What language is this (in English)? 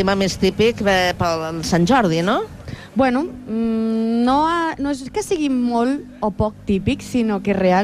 Catalan